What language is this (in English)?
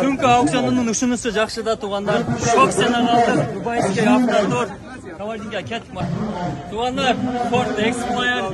Kyrgyz